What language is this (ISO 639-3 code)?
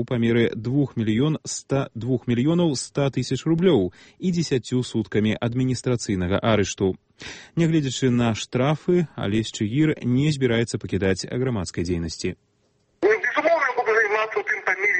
bel